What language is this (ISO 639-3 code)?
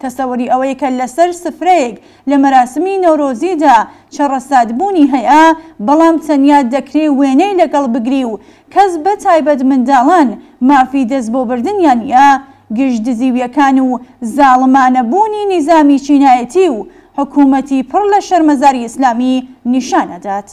ckb